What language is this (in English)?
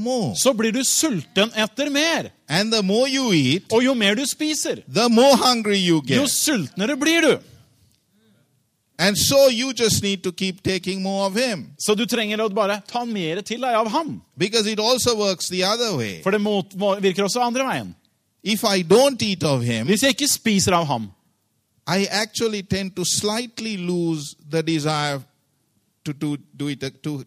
Norwegian